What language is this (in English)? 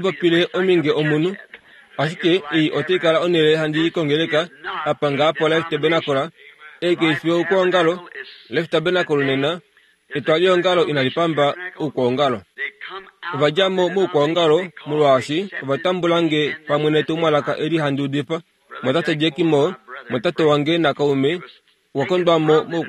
Kuanyama